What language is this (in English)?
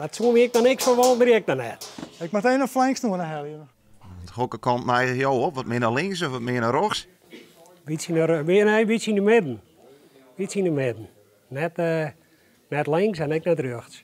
Western Frisian